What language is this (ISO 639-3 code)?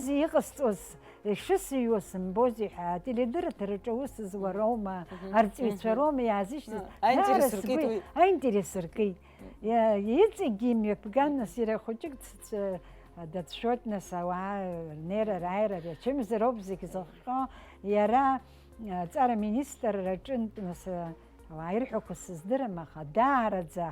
abk